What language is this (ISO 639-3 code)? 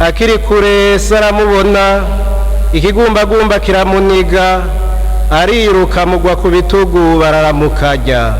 run